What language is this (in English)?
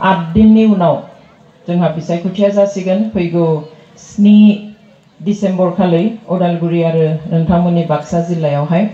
Bodo